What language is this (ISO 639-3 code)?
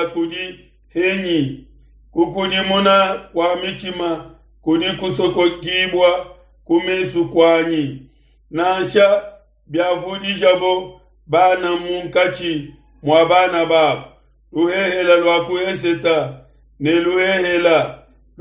lua